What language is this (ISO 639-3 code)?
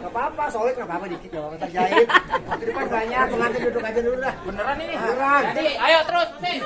bew